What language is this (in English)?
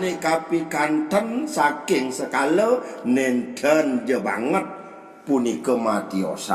Balinese